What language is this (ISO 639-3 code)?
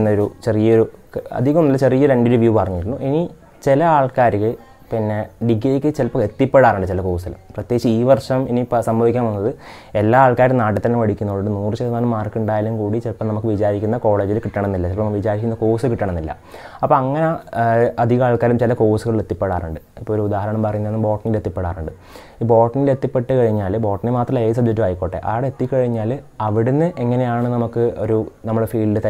mal